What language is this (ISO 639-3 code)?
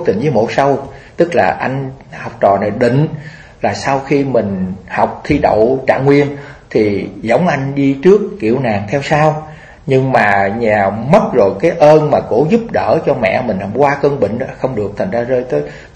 vie